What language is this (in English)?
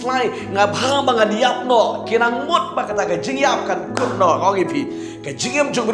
Khasi